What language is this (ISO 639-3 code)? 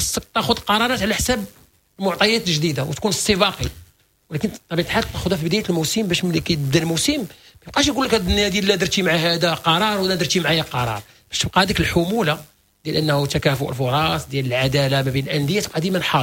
ary